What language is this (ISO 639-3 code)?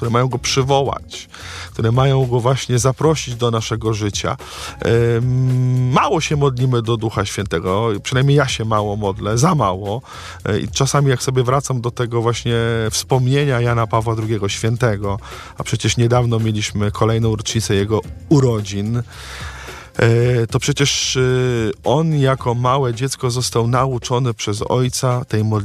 pol